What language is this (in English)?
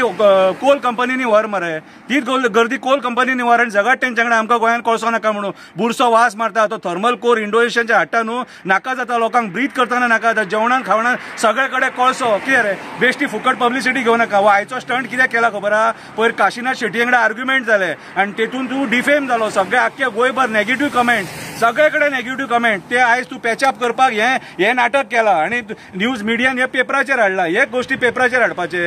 Konkani